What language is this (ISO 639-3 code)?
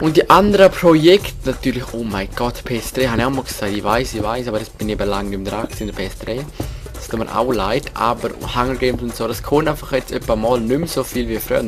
gsw